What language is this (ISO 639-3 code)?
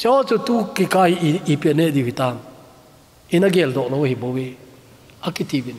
tcz